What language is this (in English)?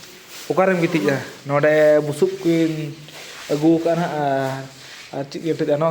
Santali